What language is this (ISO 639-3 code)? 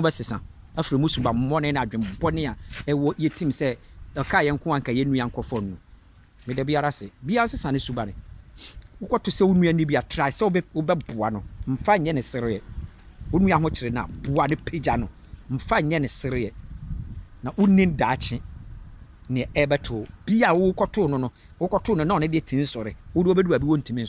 aka